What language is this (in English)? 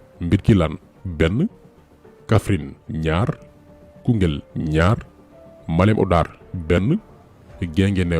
Wolof